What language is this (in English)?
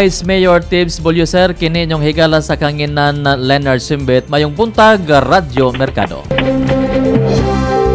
Cebuano